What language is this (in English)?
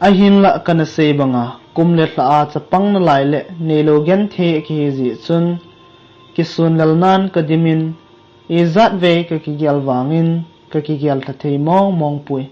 Thado Chin